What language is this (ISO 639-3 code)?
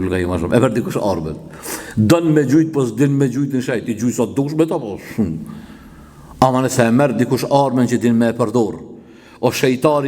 sqi